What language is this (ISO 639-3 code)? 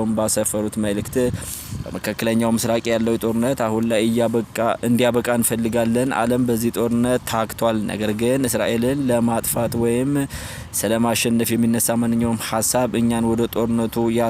amh